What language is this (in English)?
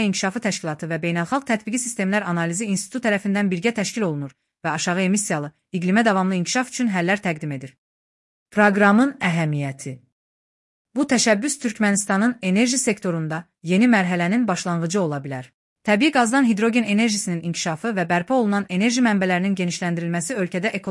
Azerbaijani